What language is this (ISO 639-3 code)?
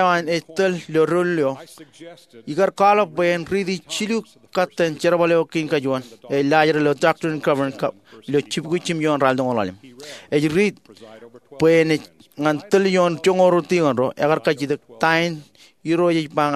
mah